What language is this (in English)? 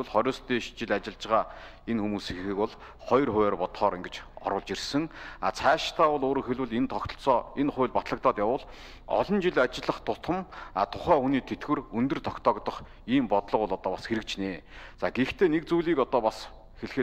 Mongolian